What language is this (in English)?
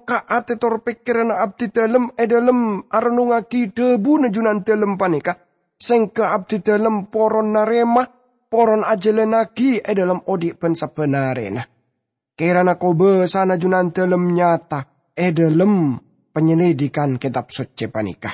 Madurese